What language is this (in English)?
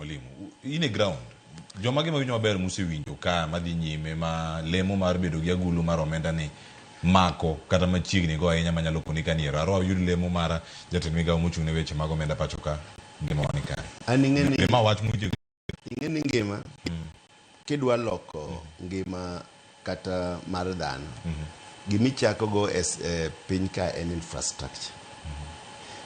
Luo (Kenya and Tanzania)